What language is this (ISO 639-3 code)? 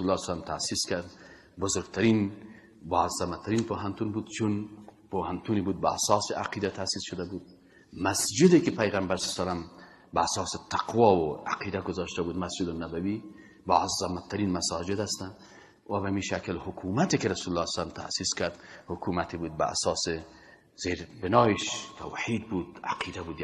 fas